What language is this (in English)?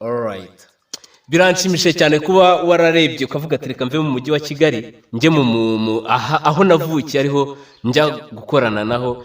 Kinyarwanda